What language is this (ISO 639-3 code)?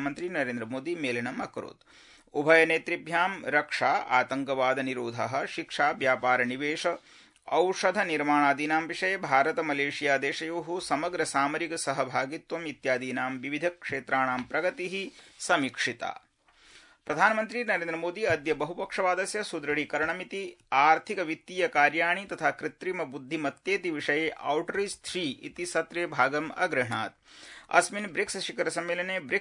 san